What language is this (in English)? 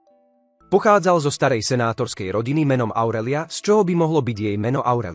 Slovak